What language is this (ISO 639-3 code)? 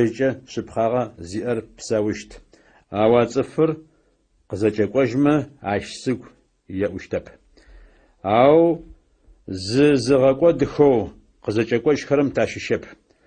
ady